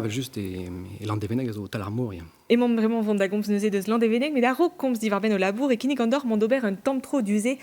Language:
Breton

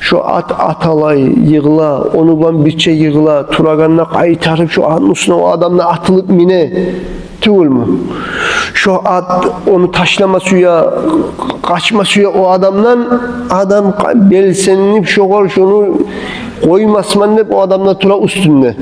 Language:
Kumyk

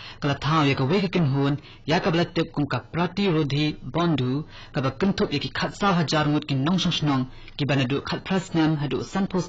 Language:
Khasi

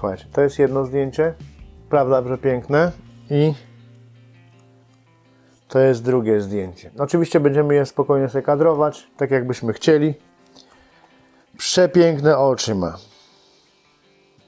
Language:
Polish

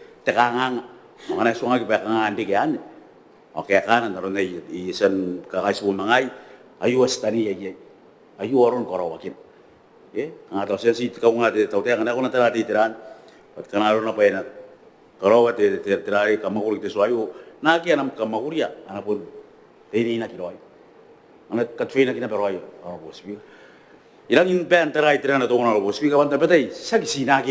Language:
Gilbertese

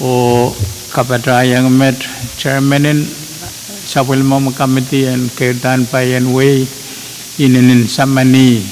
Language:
Pohnpeian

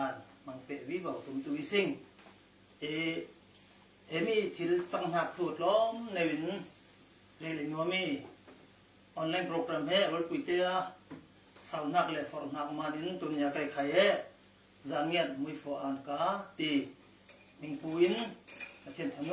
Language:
Falam Chin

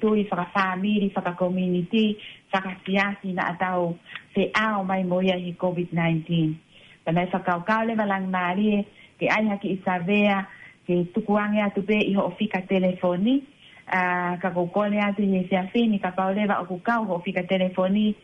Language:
Tongan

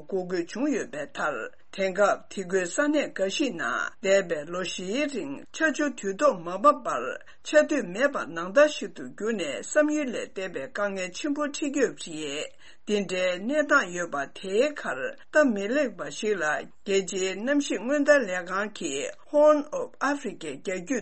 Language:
Tibetan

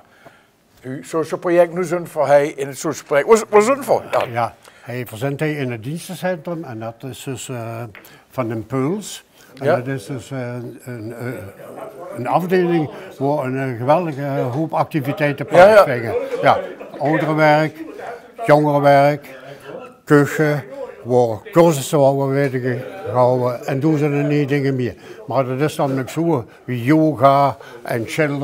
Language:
Limburgish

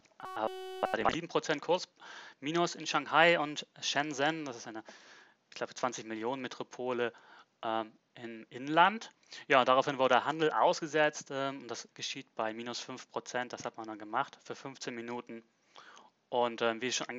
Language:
German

